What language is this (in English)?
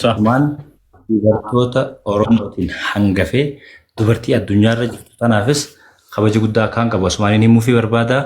Oromo